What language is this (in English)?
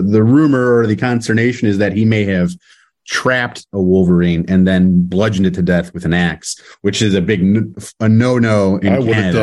English